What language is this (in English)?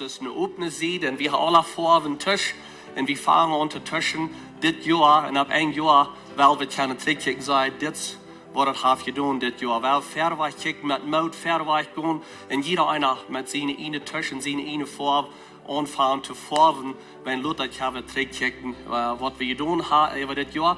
Plautdietsch